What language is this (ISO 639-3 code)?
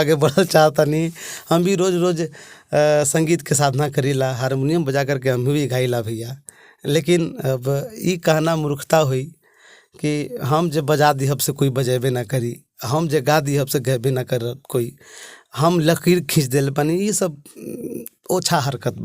bho